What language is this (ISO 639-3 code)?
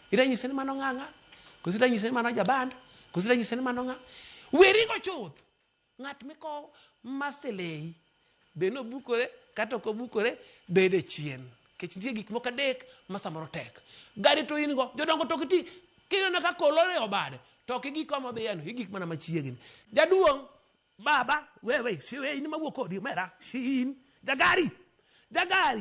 luo